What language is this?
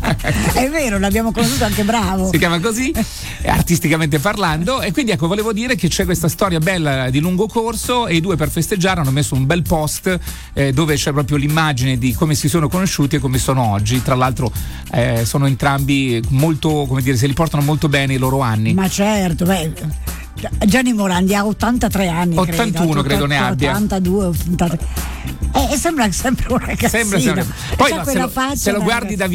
Italian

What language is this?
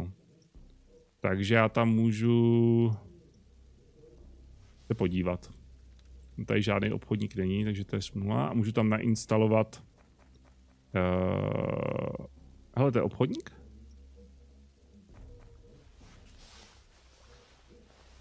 Czech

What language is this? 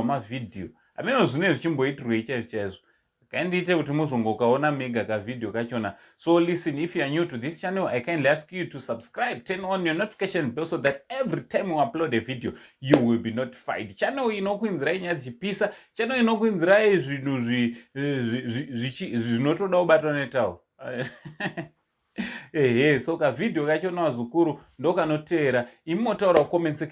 Shona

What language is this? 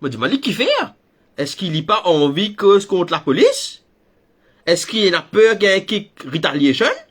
Morisyen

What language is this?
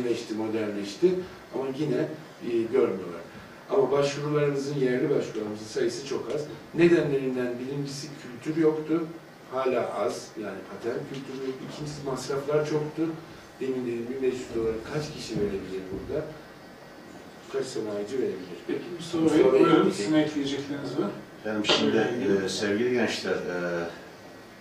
Turkish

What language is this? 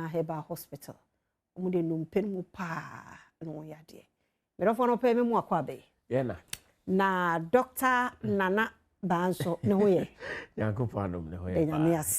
Akan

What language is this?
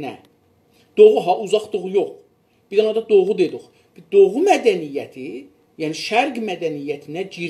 South Azerbaijani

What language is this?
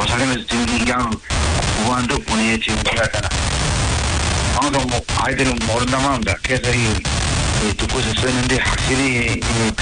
Korean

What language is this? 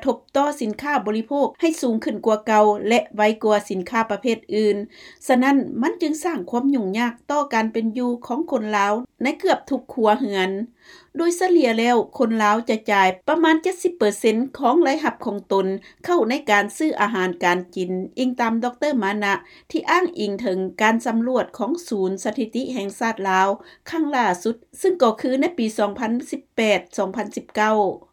Lao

